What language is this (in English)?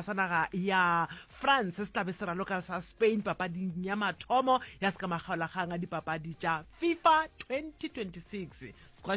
Northern Sotho